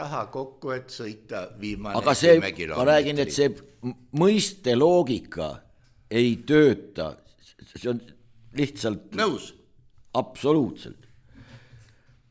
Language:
Estonian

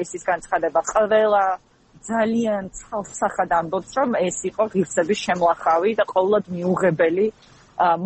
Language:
Georgian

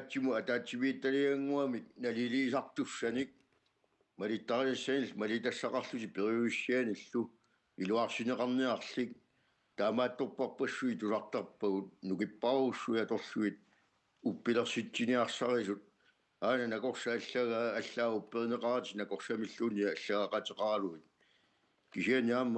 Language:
Kalaallisut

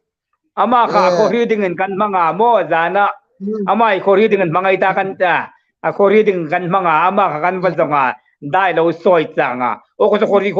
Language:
Hmar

